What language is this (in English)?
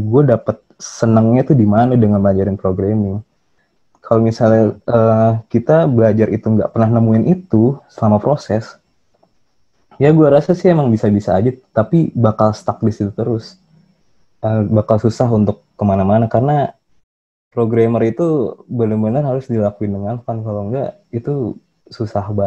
Indonesian